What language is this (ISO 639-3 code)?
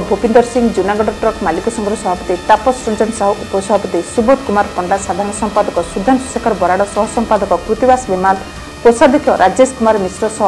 ori